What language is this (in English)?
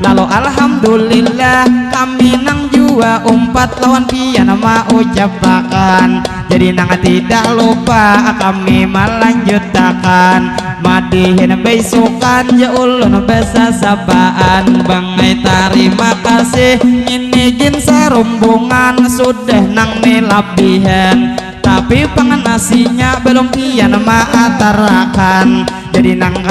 Banjar